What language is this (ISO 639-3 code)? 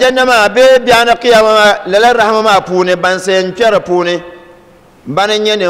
dag